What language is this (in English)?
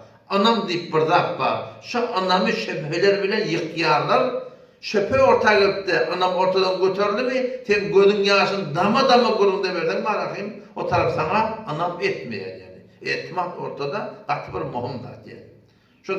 Turkmen